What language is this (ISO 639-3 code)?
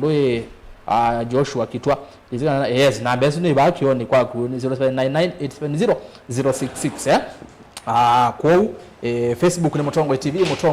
kam